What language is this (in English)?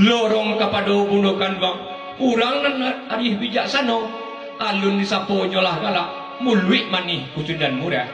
Minangkabau